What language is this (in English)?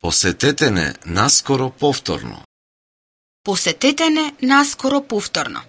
Macedonian